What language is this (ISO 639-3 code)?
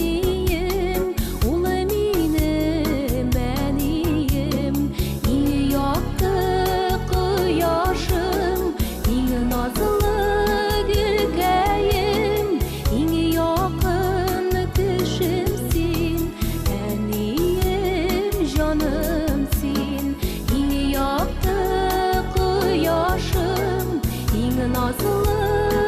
tat